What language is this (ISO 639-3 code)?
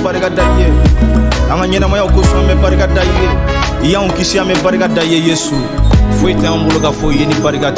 bam